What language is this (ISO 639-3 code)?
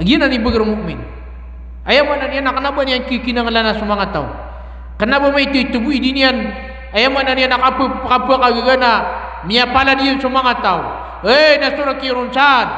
mrw